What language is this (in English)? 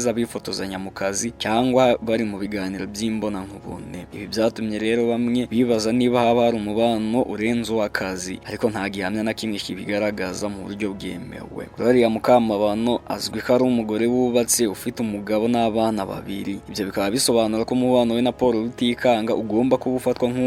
Kinyarwanda